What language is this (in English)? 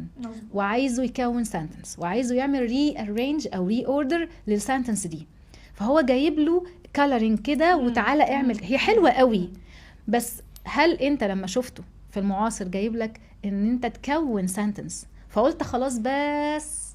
Egyptian Arabic